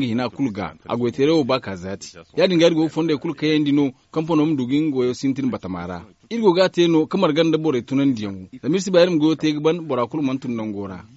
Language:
Zarma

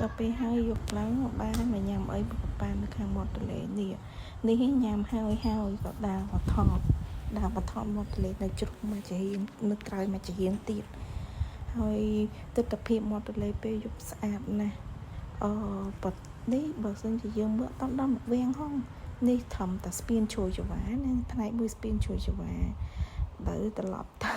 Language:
Khmer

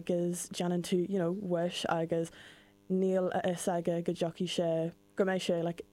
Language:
Irish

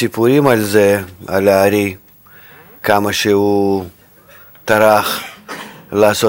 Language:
Hebrew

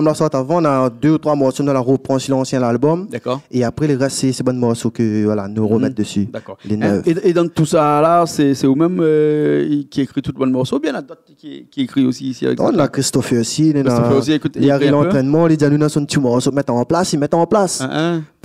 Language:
Réunion Creole French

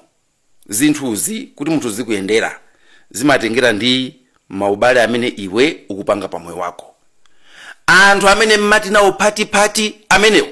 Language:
Nyanja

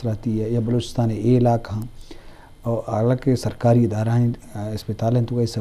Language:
Eastern Balochi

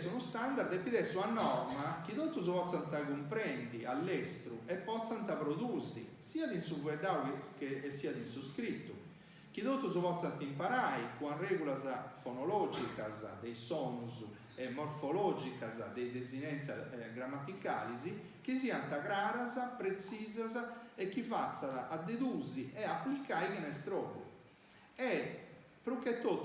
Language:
Sardinian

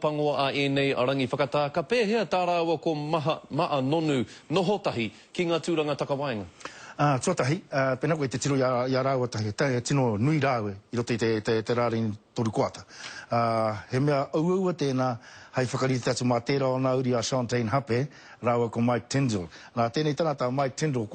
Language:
Māori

